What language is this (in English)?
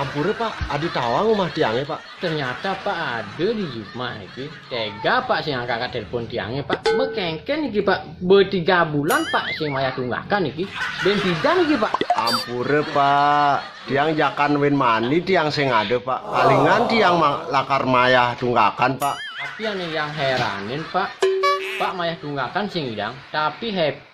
Balinese